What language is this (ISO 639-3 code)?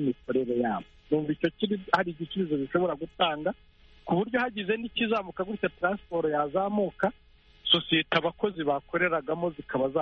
kin